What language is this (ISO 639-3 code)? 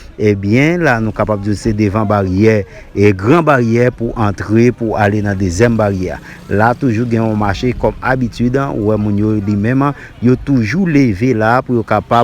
hat